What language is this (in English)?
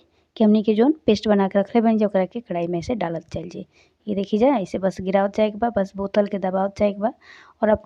Bhojpuri